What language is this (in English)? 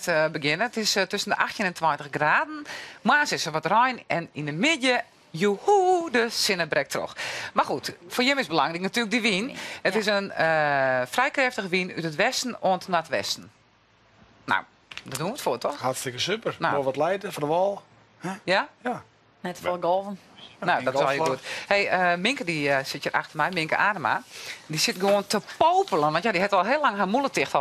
Western Frisian